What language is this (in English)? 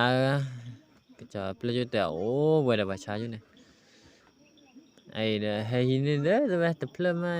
S'gaw Karen